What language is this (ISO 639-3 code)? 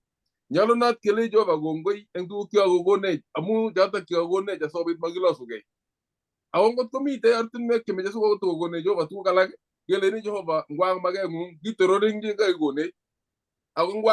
kln